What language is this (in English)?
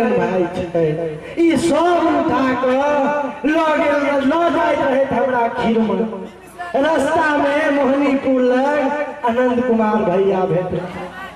Maithili